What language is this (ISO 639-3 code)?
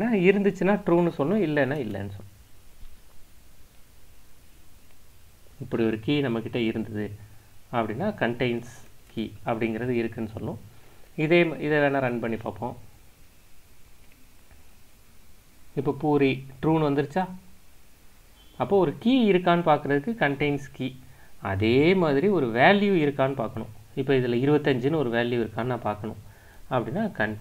tam